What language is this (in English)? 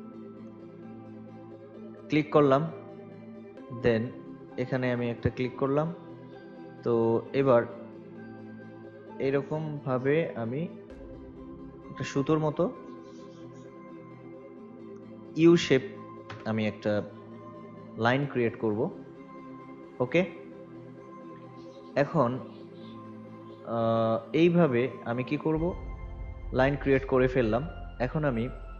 Bangla